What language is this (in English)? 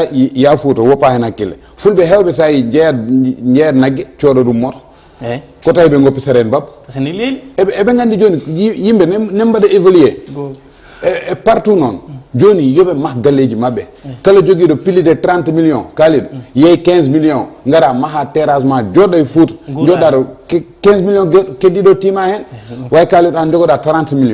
Fula